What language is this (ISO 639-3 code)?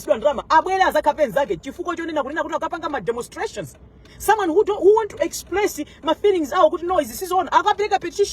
nya